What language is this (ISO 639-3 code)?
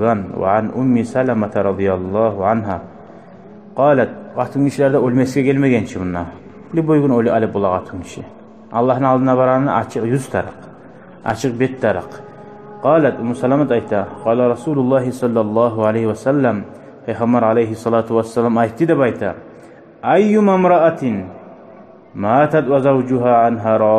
kum